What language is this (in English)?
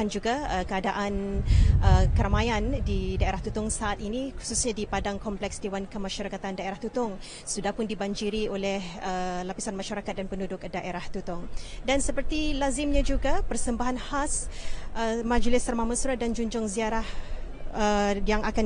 Malay